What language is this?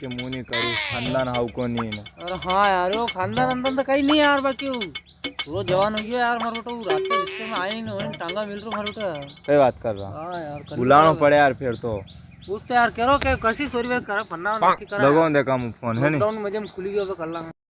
Rajasthani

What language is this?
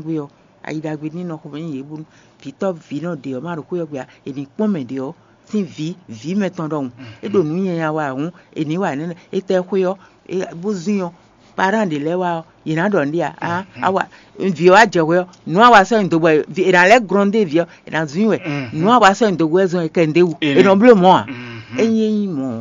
Fon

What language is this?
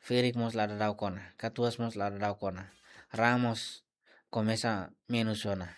Tetum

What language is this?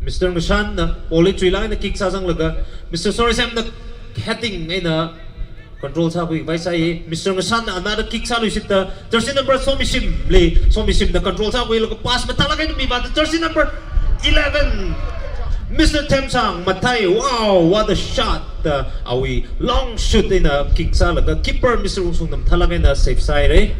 Tangkhul Naga (India)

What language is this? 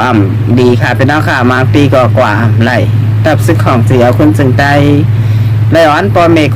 Shan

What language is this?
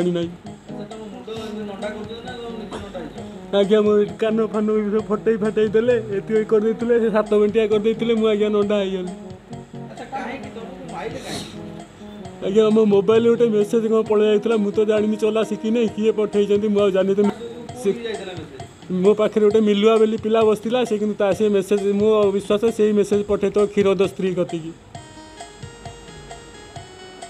Odia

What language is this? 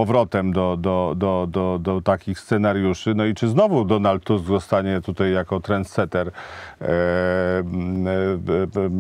Polish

